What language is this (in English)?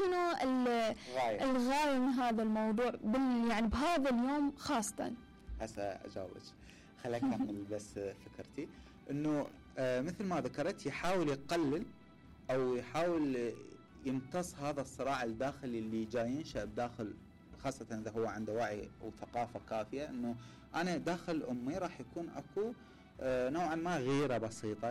Mesopotamian Arabic